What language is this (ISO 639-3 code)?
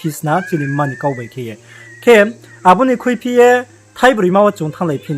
ria